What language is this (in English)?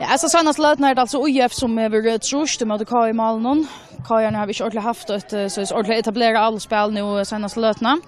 Faroese